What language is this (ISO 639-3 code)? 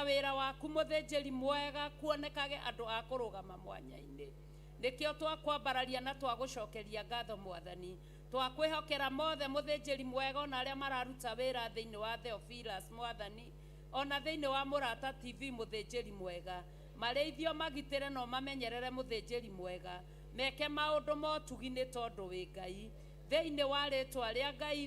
kik